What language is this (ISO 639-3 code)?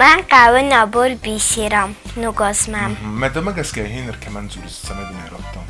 oss